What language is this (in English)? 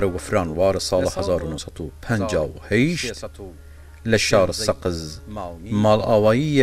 Southern Kurdish